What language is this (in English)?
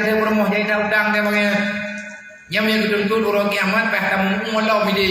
Achinese